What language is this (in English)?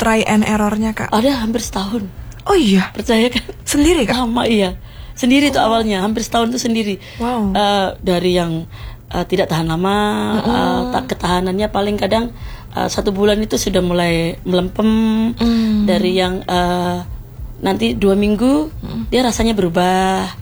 Indonesian